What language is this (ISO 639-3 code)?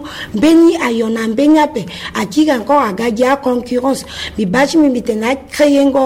sag